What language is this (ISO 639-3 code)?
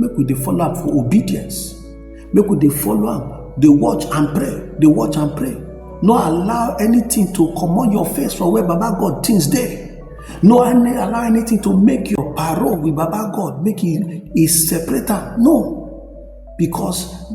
pcm